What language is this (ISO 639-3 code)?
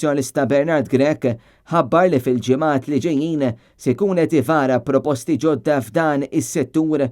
mlt